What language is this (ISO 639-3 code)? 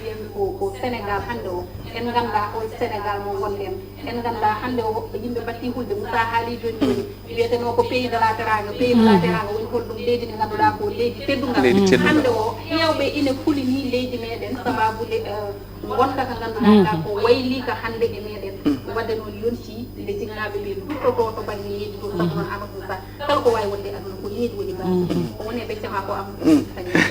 ful